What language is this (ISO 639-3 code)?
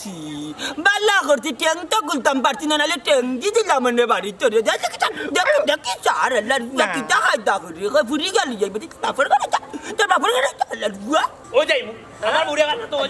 syl